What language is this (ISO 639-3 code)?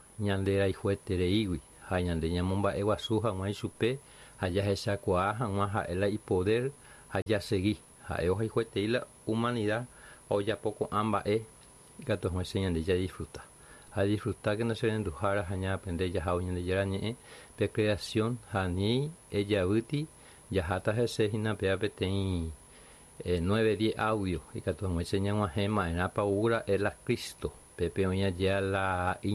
grn